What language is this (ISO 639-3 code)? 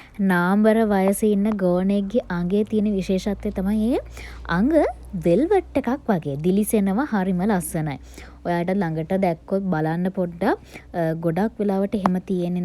sin